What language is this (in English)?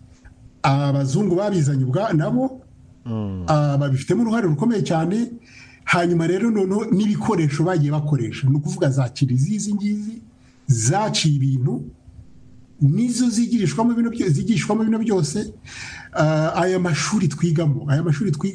Kinyarwanda